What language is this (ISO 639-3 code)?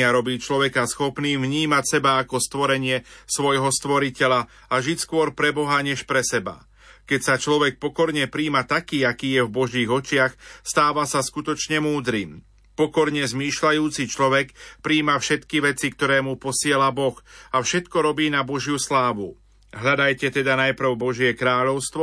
slk